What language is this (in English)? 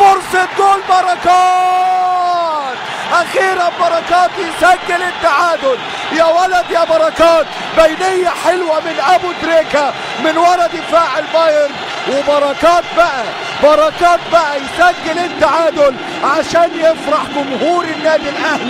Egyptian Arabic